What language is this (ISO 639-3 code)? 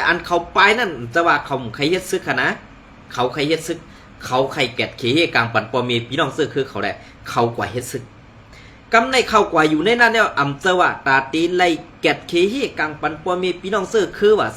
shn